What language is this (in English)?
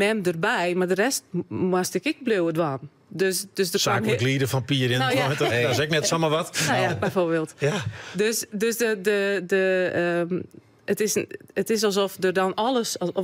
Western Frisian